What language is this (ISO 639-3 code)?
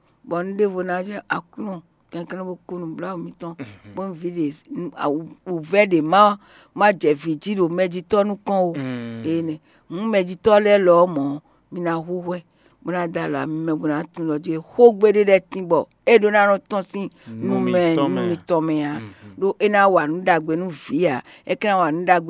fon